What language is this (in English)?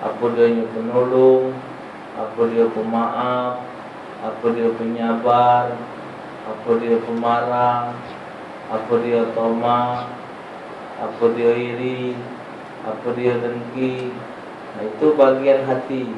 Musi